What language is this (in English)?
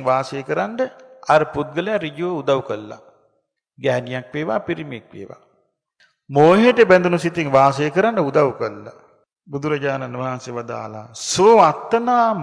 Sinhala